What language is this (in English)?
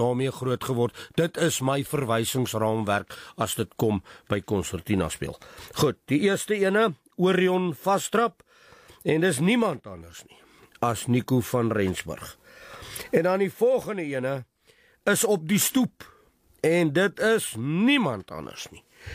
Afrikaans